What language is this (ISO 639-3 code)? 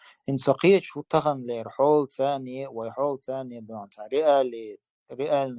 che